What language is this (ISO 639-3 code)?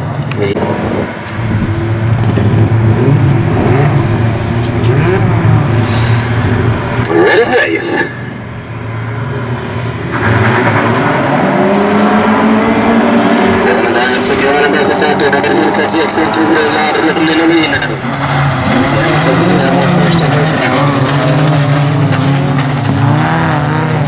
swe